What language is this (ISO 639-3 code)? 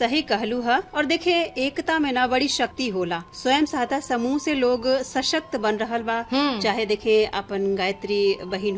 bho